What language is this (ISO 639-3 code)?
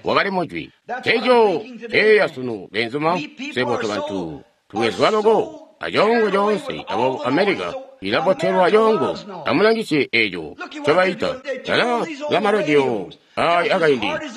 toi